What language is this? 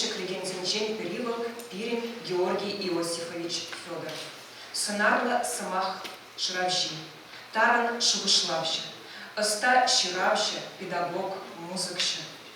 Chuvash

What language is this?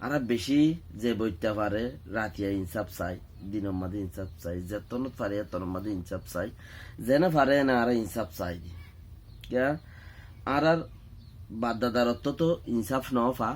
Rohingya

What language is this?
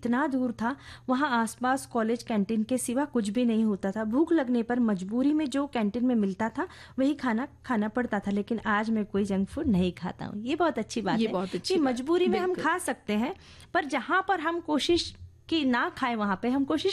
Hindi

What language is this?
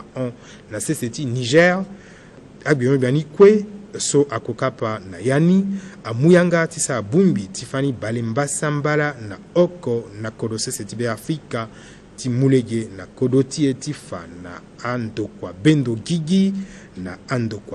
Sango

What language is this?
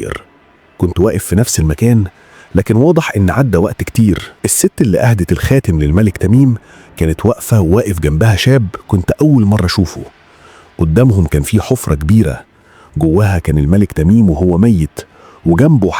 Egyptian Arabic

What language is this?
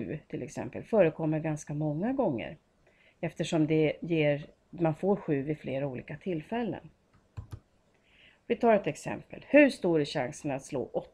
Swedish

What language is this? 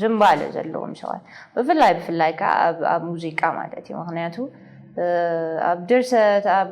Tigrinya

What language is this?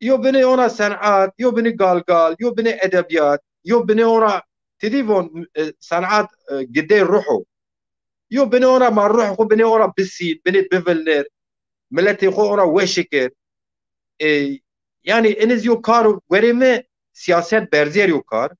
Zaza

